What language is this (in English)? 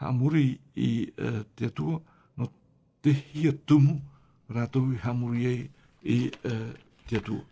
Tahitian